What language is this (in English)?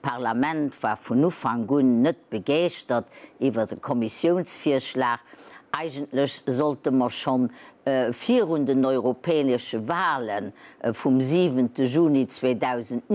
Luxembourgish